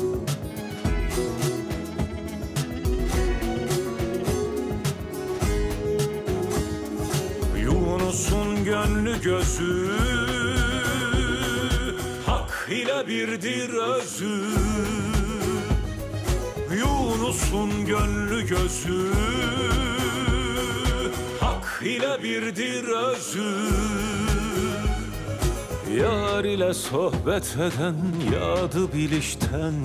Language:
Turkish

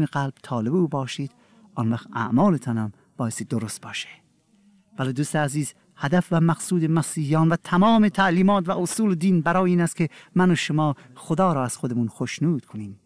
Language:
Persian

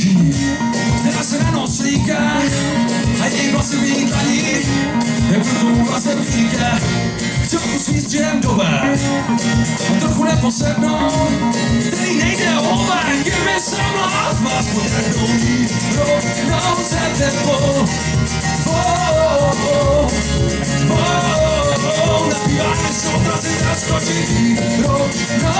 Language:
Czech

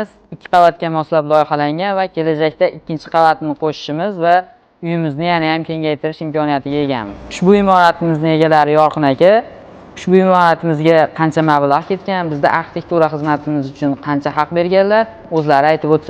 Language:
Uzbek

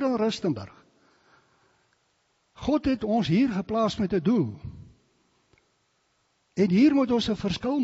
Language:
Afrikaans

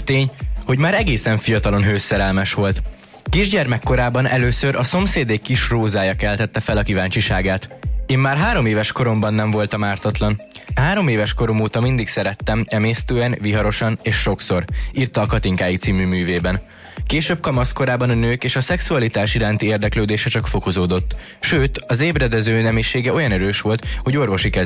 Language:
Hungarian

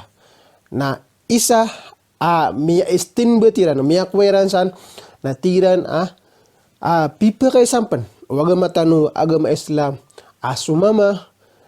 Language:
Maranao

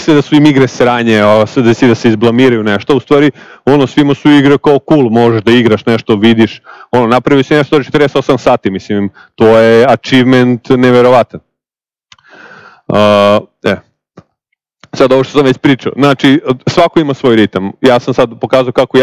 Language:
Serbian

